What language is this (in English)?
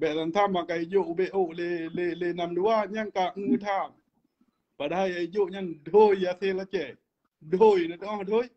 Achinese